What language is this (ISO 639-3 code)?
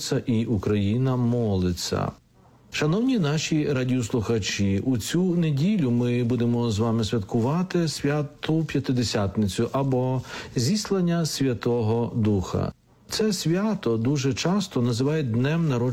ukr